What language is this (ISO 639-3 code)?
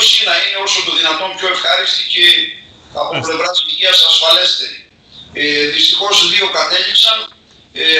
ell